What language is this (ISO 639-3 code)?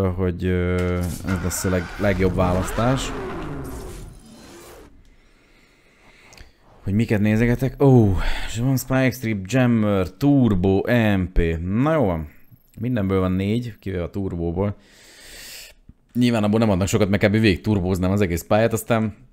hun